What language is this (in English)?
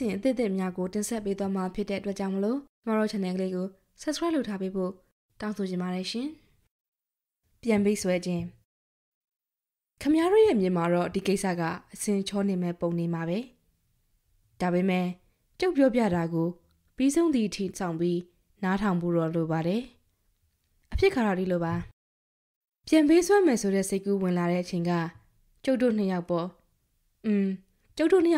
Burmese